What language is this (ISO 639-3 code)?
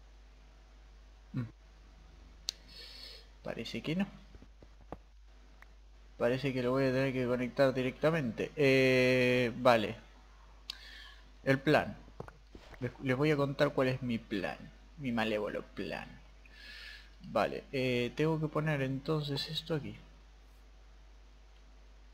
spa